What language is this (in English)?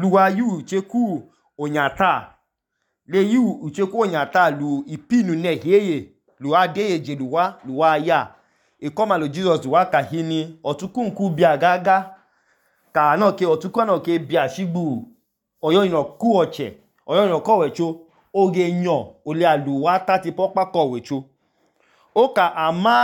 Idoma